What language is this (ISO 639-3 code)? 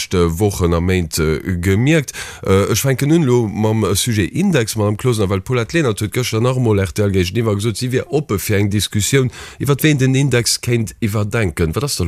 ltz